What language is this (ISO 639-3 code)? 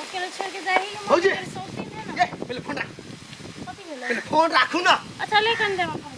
mai